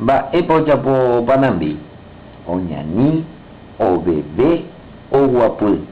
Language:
Guarani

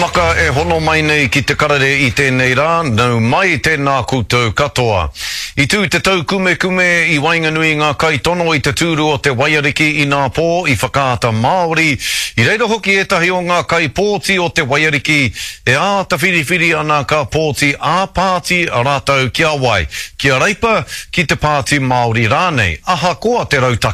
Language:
Māori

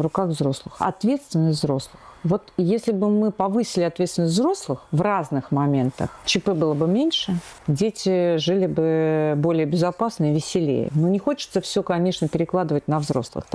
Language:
Russian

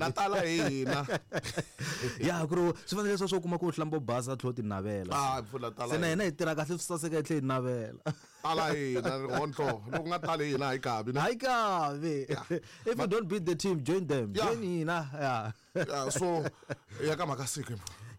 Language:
Tsonga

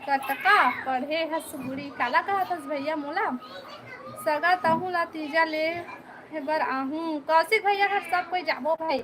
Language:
Chhattisgarhi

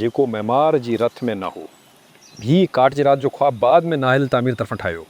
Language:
Sindhi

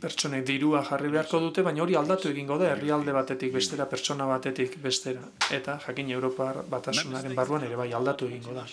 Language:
Basque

